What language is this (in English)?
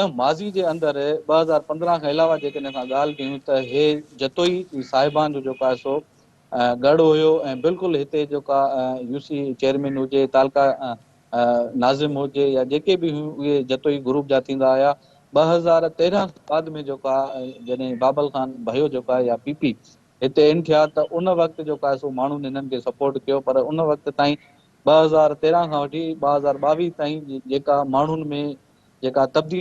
Sindhi